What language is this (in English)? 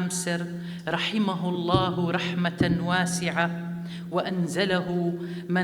North Levantine Arabic